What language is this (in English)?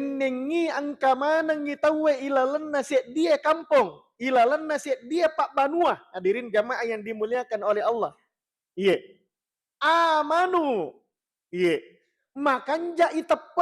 Buginese